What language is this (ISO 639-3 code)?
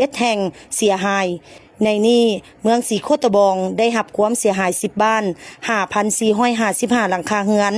lao